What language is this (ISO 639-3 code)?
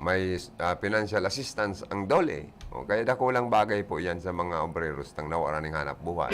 bik